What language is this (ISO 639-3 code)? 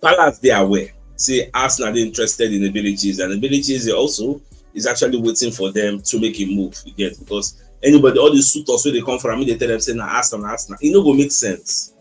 pcm